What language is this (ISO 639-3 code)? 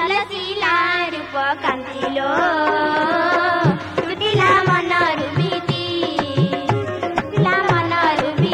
ori